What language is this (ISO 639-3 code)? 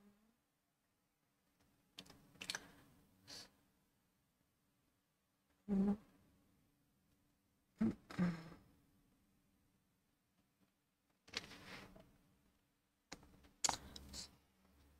fra